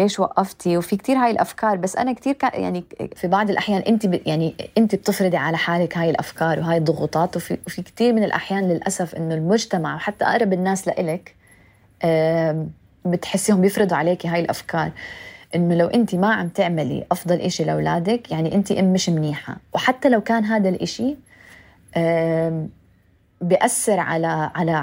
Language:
North Levantine Arabic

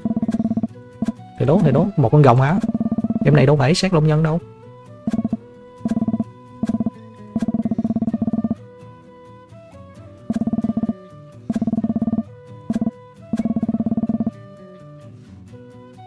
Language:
Vietnamese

